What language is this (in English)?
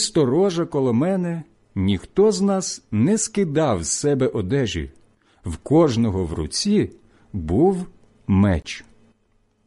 Ukrainian